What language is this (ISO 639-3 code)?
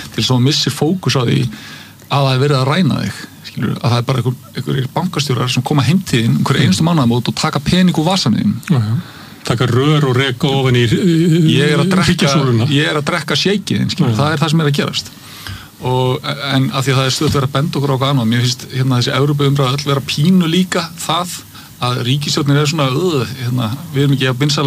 isl